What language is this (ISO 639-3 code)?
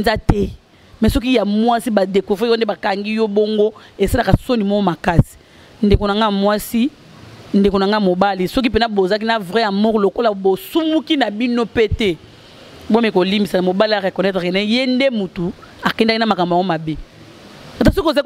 lin